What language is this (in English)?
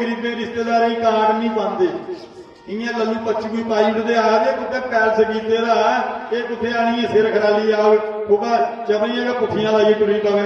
Dogri